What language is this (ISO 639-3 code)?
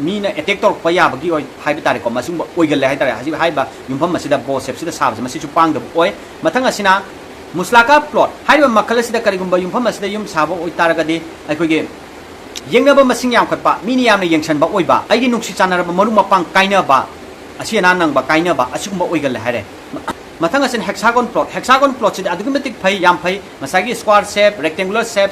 mni